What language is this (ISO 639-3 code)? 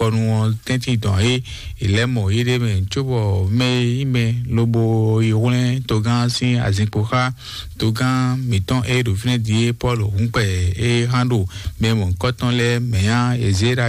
fon